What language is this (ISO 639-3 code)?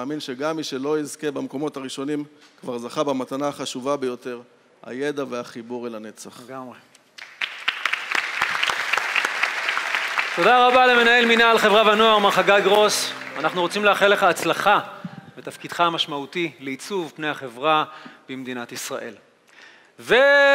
heb